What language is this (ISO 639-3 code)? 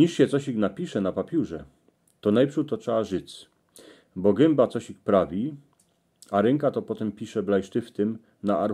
szl